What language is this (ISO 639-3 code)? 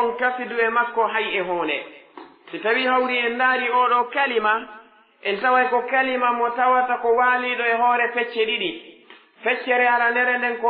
fuf